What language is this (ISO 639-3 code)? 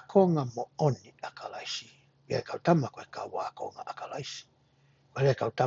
ton